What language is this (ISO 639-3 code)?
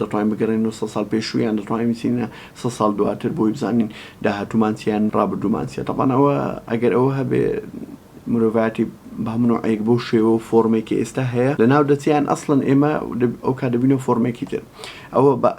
ckb